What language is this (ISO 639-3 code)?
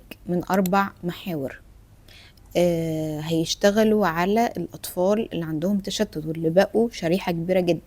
arz